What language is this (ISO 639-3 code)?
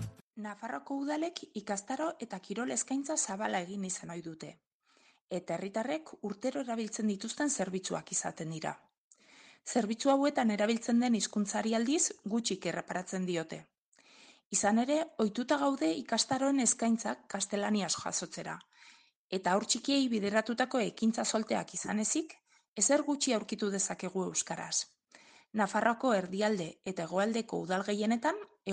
eus